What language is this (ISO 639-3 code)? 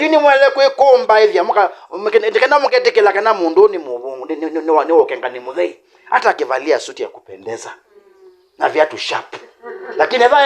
kam